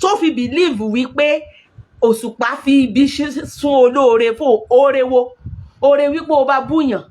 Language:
Yoruba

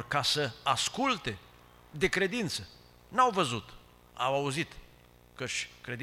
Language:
Romanian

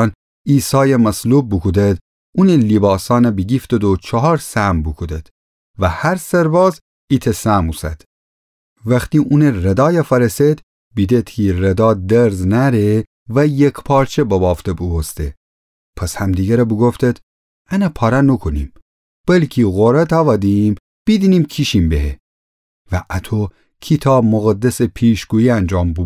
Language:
Gilaki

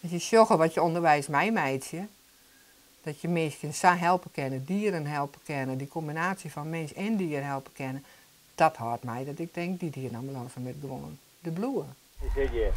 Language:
Western Frisian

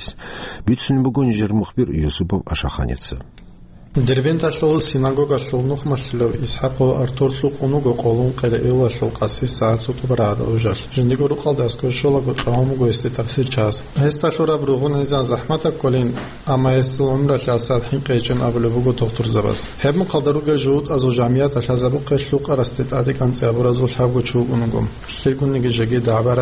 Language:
Avaric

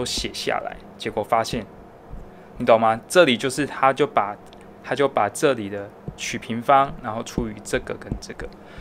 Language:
Chinese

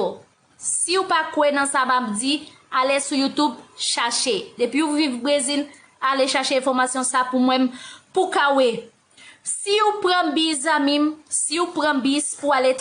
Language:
Haitian Creole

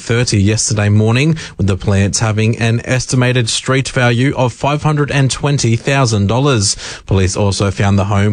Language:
English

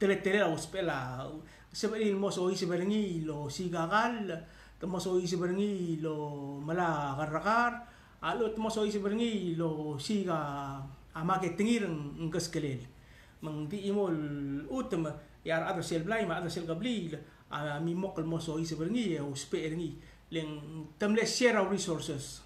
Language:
Palauan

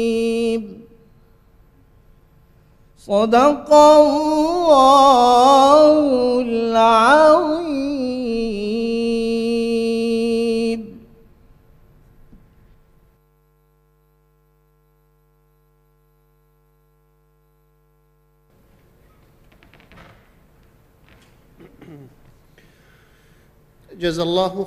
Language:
Arabic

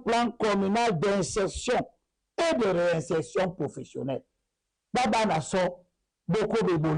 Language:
Duala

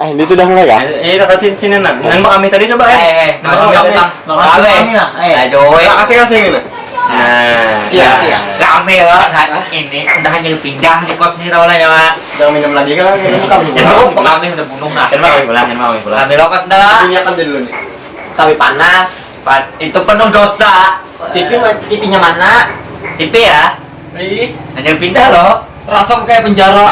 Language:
Banjar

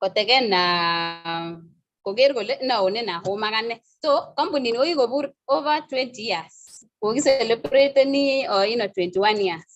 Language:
Kalenjin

